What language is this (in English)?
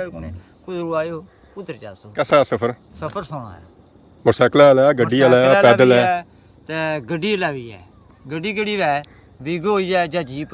Pahari-Potwari